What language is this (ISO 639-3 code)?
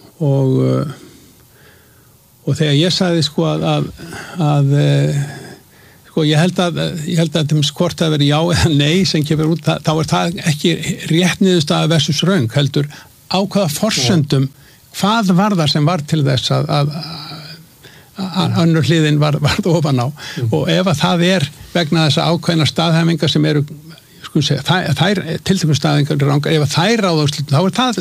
isl